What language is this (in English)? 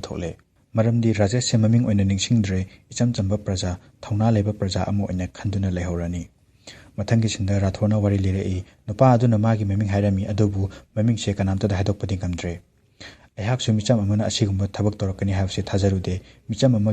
Manipuri